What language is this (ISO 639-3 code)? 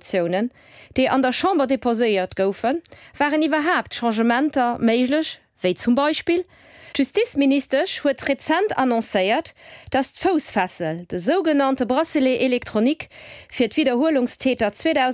ltz